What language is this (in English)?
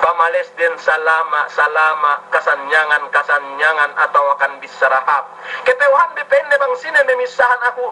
Yakan